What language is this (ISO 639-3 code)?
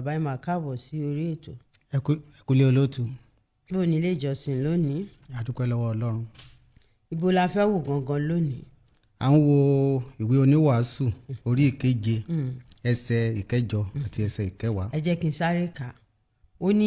yor